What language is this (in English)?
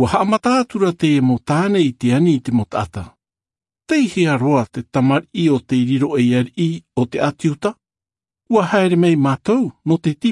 Tahitian